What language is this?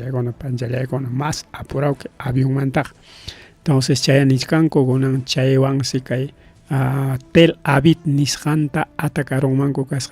Ayacucho Quechua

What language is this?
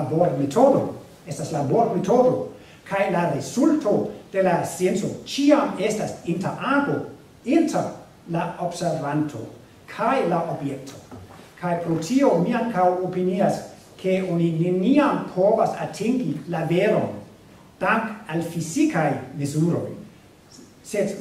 Esperanto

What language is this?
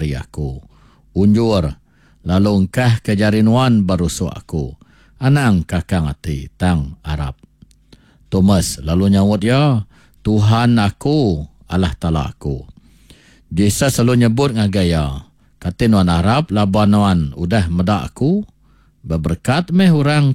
Iban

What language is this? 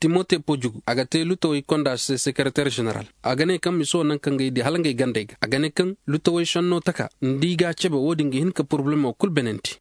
Koyraboro Senni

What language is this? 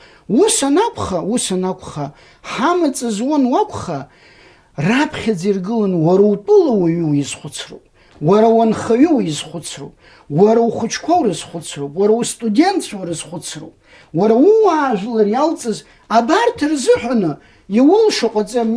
Abkhazian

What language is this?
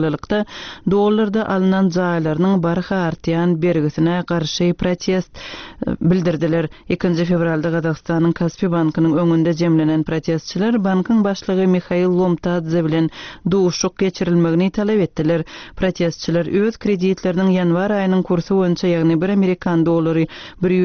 Turkmen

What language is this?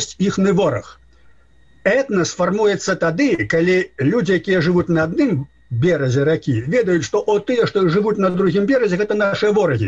Belarusian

